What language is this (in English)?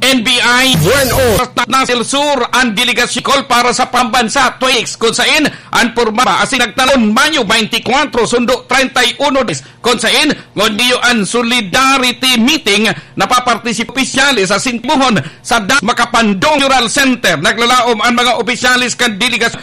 Bikol